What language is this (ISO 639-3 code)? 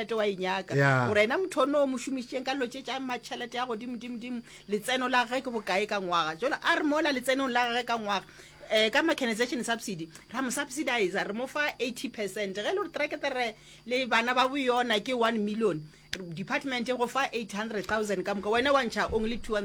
nso